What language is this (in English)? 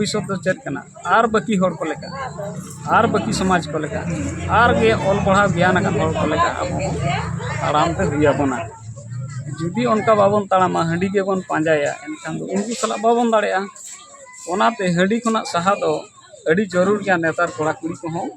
Santali